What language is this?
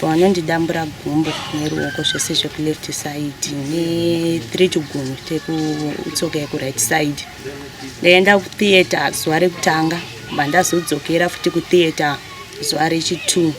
Shona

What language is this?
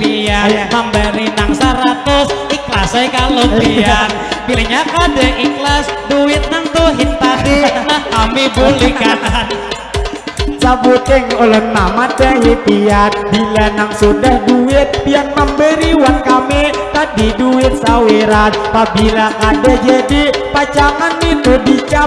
Banjar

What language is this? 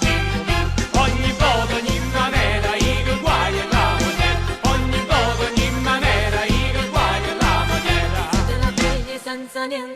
Neapolitan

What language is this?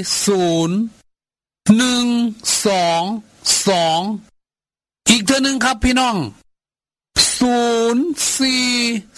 Thai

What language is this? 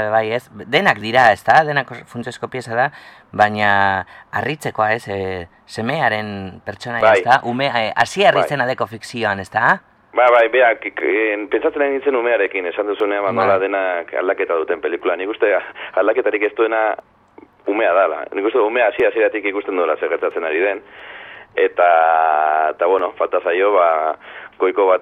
Basque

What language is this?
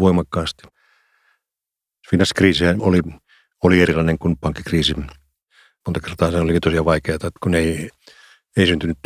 Finnish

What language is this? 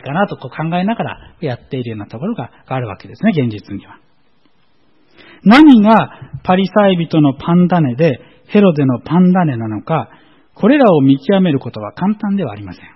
Japanese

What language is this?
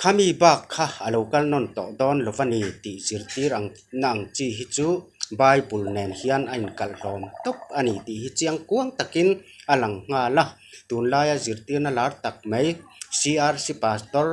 Mizo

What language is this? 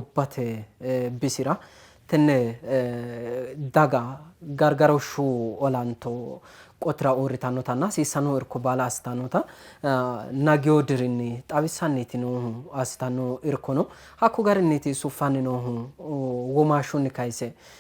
Sidamo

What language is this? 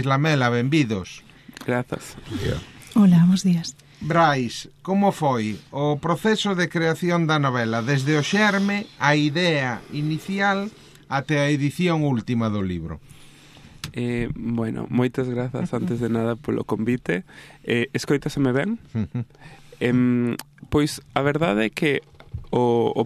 Galician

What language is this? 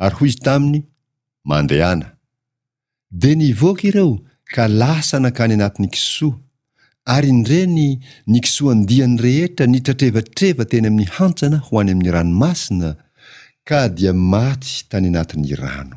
Malagasy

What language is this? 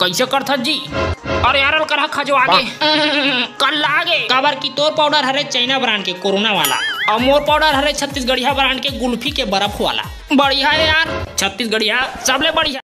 Chhattisgarhi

